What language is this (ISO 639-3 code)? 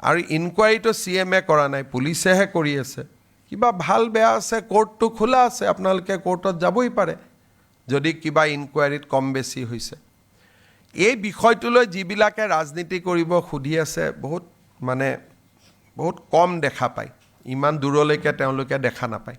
asm